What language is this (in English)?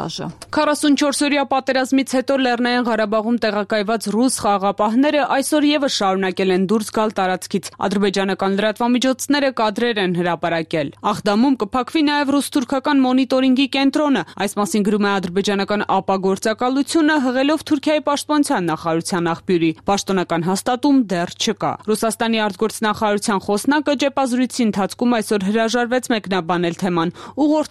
Armenian